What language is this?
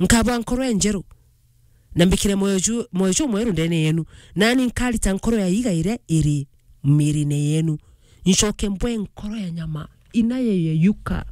Meru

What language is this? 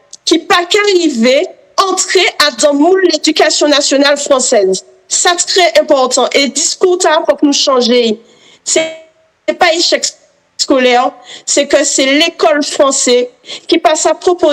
Guadeloupean Creole French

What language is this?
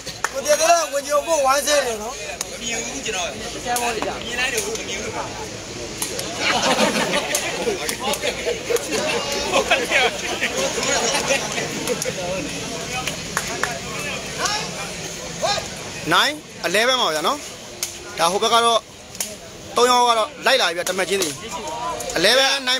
Burmese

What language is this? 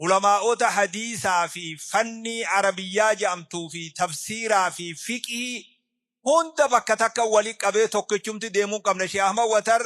Oromo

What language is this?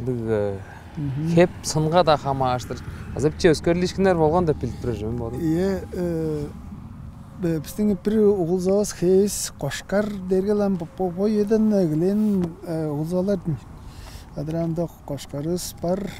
Tuvinian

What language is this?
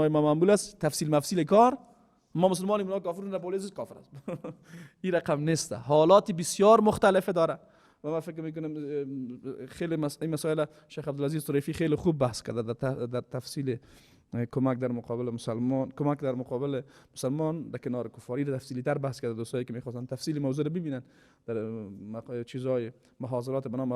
Persian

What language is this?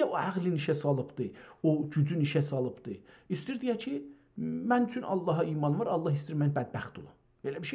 South Azerbaijani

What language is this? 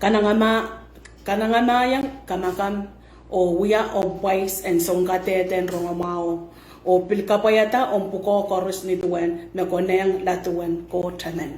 Pohnpeian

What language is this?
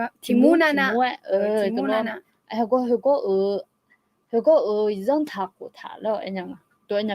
Akha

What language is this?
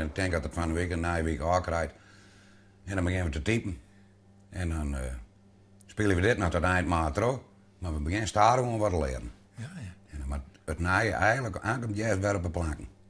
Western Frisian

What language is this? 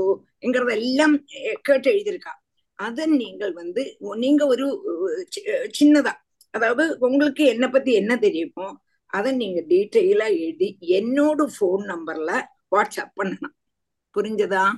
Tamil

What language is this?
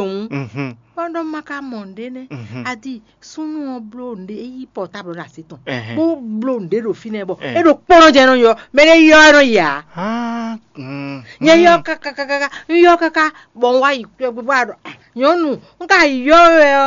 Fon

